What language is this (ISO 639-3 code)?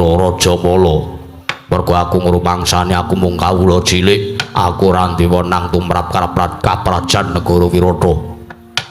jav